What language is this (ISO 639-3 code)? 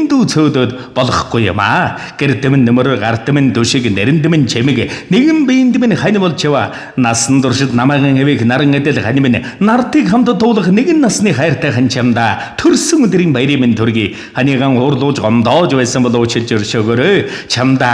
mon